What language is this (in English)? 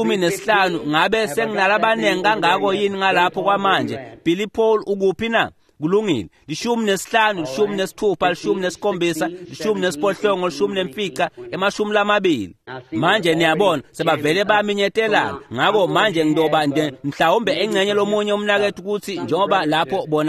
Swati